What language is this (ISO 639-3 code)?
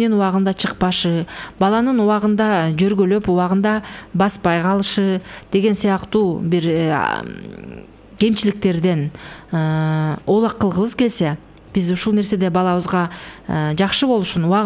kir